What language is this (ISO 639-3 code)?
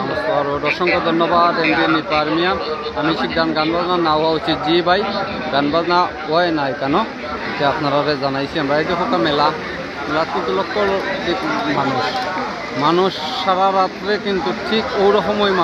syl